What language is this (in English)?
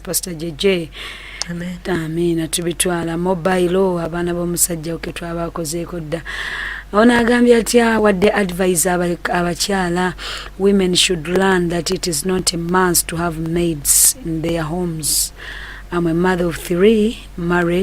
Ganda